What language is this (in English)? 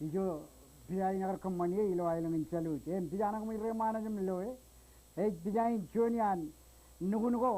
Marshallese